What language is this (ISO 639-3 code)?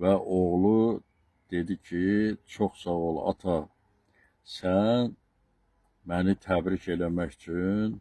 aze